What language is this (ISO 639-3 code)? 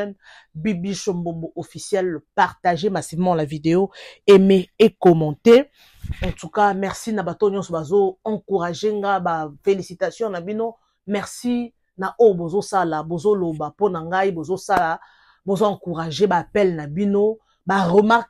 lin